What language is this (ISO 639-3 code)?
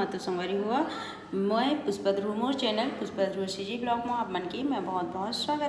hne